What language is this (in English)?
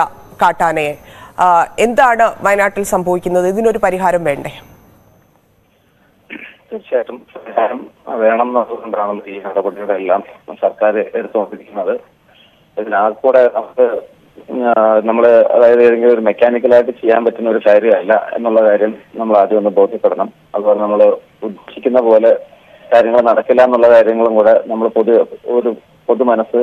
Malayalam